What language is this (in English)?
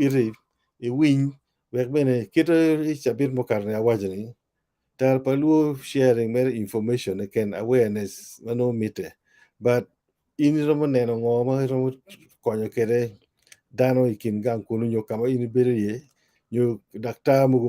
Acoli